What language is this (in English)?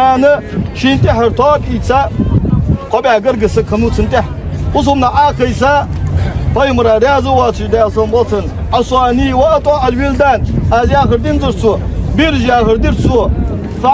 Ingush